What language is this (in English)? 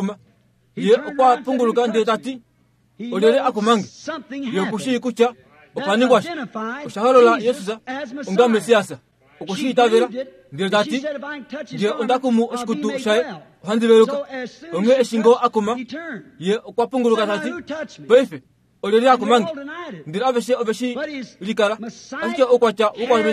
Kuanyama